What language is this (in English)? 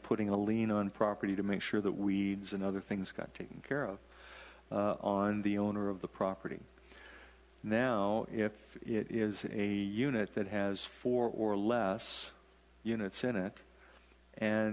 English